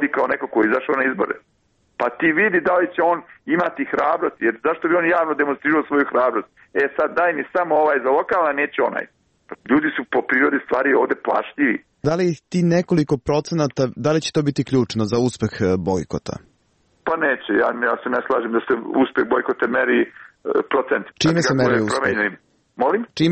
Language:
Serbian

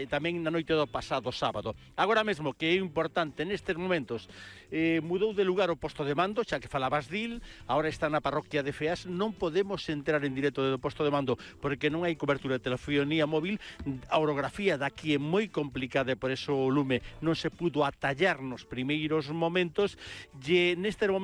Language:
Galician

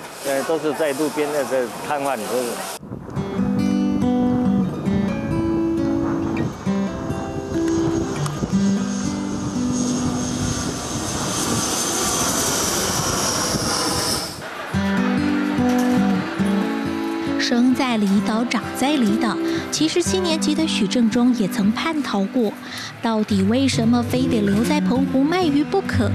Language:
Chinese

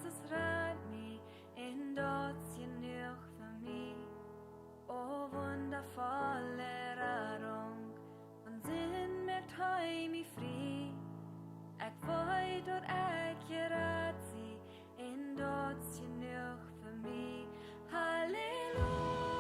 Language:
Plautdietsch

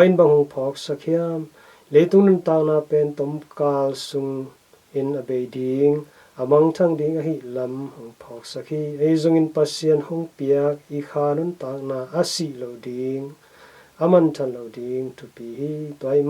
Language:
Tedim Chin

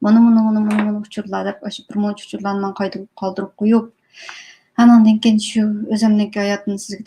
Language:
Uyghur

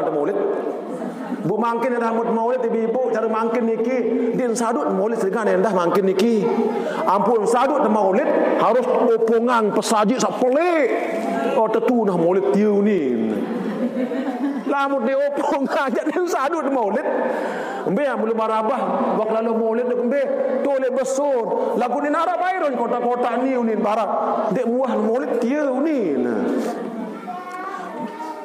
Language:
Sasak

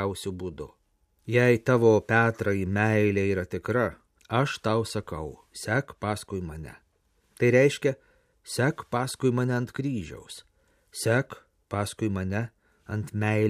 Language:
Lithuanian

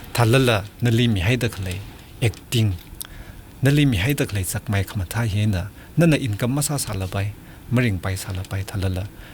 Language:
Tangkhul Naga (India)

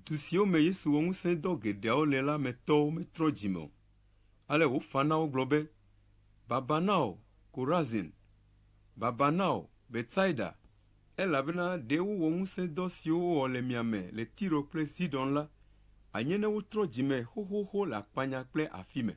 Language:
Ewe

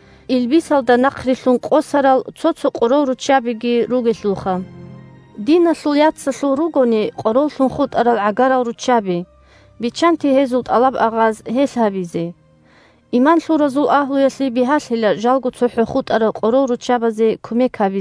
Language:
Avaric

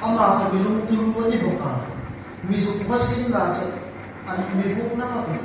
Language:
Hmar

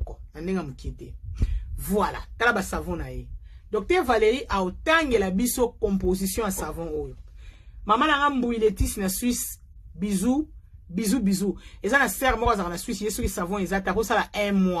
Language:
Lingala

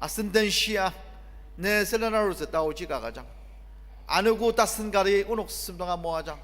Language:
Ao Naga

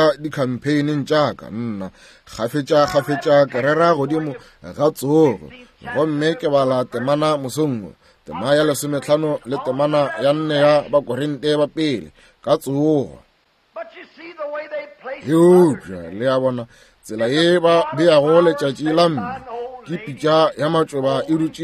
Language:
Northern Sotho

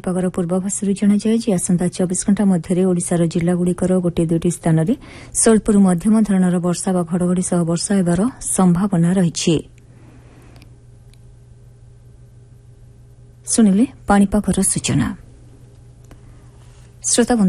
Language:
Odia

